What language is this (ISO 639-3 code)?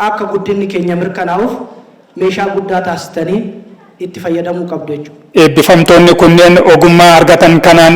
orm